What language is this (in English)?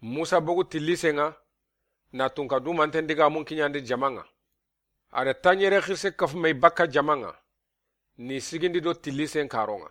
Soninke